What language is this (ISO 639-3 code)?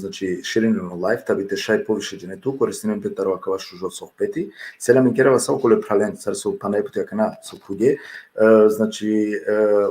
rmn